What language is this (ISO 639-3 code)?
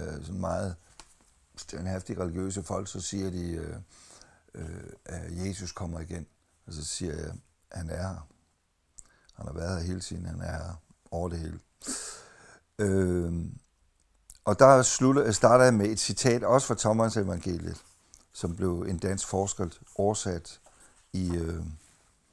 dan